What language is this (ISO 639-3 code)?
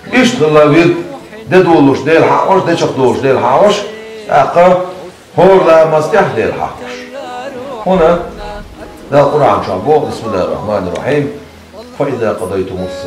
che